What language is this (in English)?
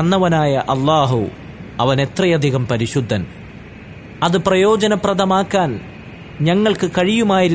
Malayalam